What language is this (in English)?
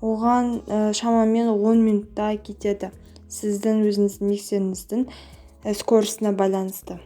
Kazakh